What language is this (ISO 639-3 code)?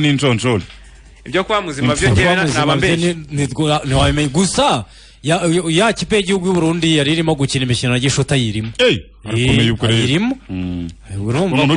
kin